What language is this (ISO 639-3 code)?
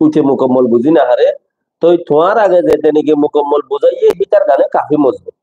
rhg